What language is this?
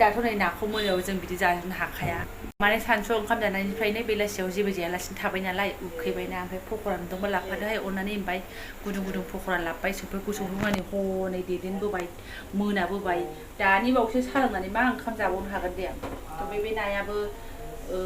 Bodo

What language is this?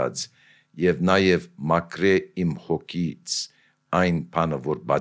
Armenian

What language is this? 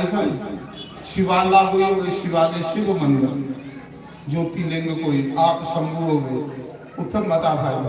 Dogri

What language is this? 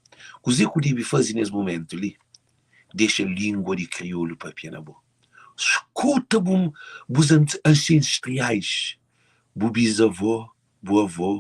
Kabuverdianu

